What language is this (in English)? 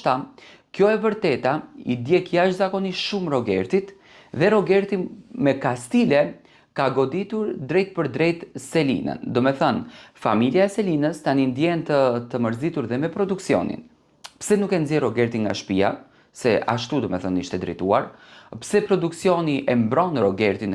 Albanian